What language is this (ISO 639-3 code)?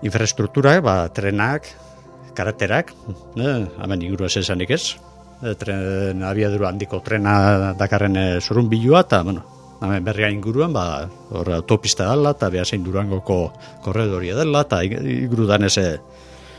eus